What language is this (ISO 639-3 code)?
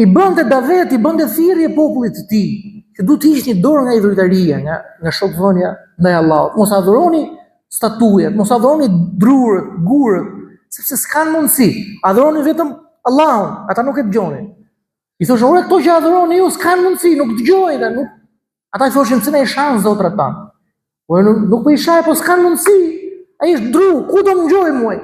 sqi